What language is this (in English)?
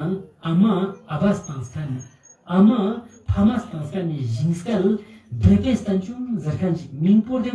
Ladakhi